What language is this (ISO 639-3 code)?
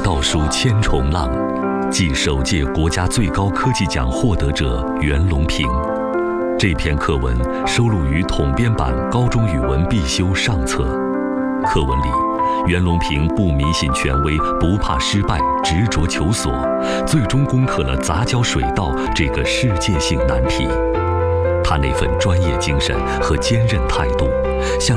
zho